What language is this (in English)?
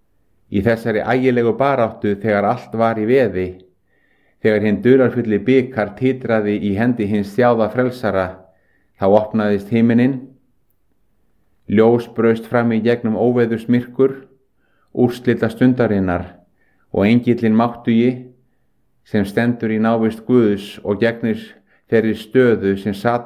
Icelandic